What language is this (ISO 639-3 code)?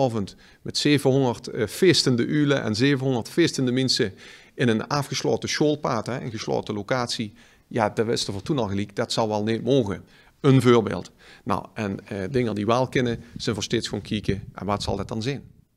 lim